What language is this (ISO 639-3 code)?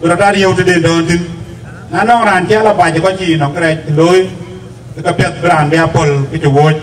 din